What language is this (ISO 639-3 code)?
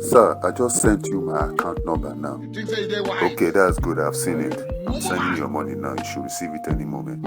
pcm